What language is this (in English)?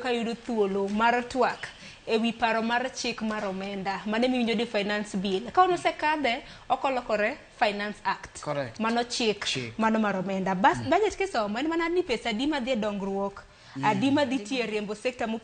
Luo (Kenya and Tanzania)